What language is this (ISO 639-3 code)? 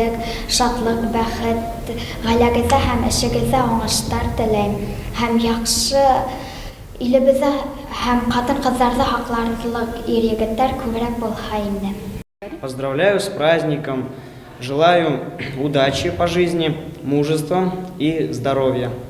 bak